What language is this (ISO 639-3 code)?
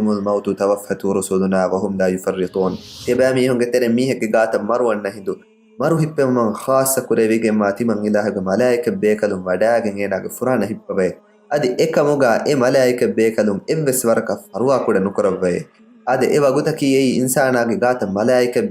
div